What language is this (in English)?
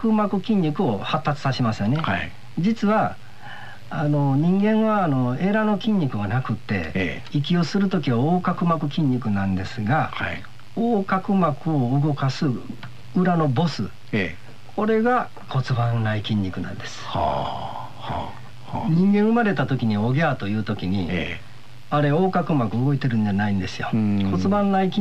Japanese